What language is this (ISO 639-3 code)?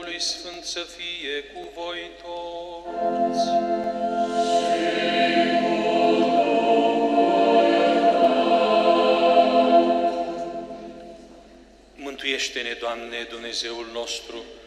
ron